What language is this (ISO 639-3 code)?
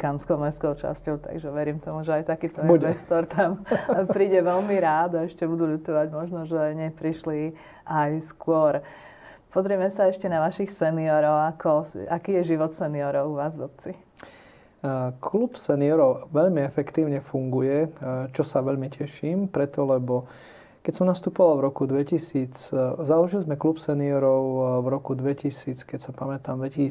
slk